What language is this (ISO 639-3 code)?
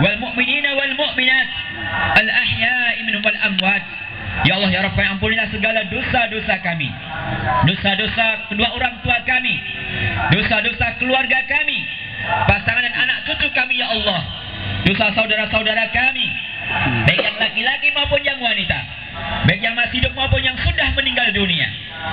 ind